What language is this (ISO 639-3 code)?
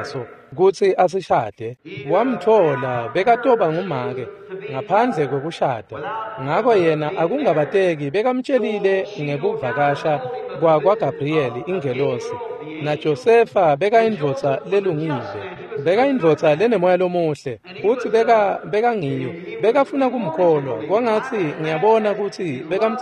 ssw